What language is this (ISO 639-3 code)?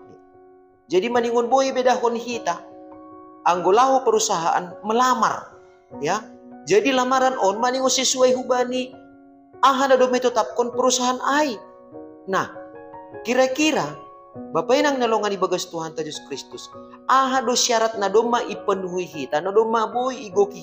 bts